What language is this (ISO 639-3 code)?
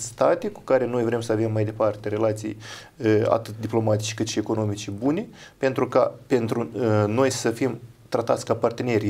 ron